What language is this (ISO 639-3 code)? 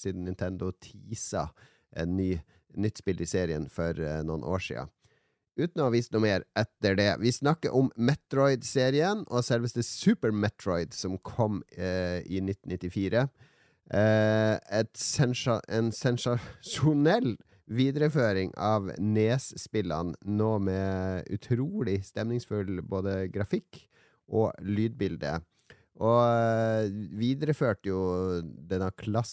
nor